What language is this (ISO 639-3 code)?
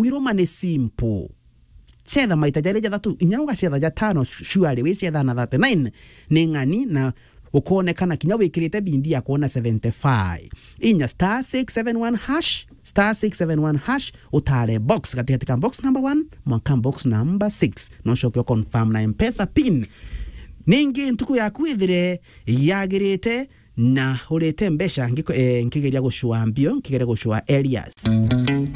mer